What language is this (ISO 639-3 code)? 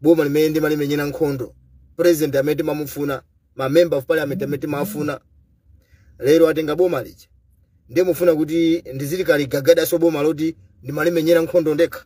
nya